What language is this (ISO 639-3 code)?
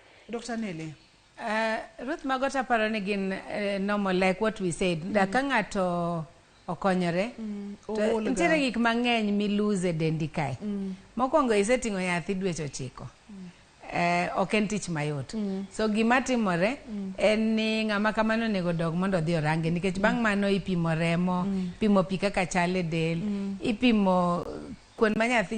luo